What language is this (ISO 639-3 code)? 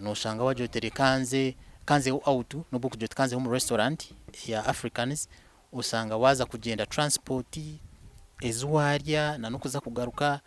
nyn